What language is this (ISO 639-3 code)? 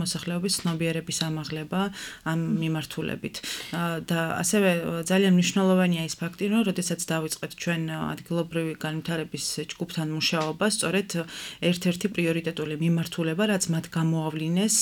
kat